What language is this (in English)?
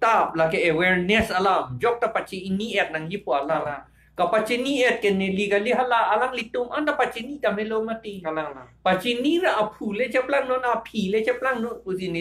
Karbi